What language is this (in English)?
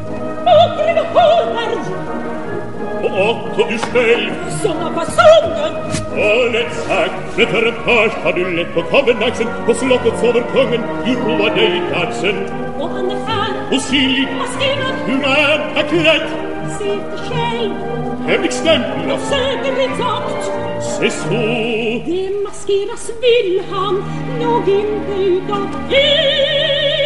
Swedish